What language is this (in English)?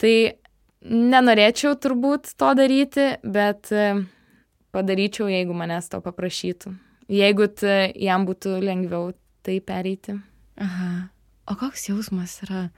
Lithuanian